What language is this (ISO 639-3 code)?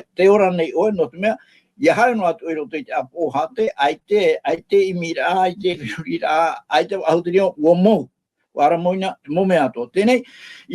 tah